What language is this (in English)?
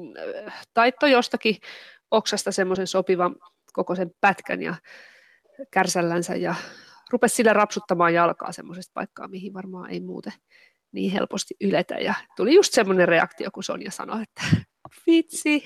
Finnish